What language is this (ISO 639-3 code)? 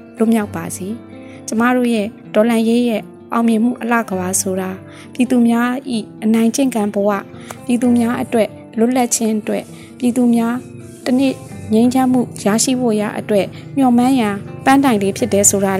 mya